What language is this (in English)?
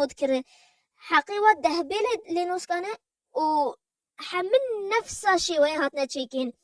Kurdish